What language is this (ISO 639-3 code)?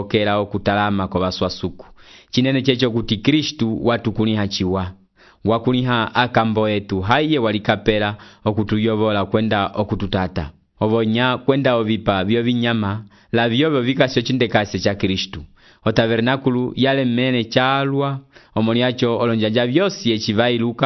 umb